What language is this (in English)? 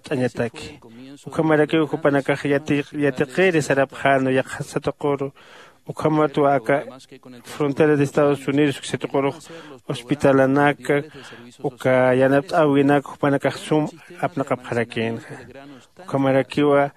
Aymara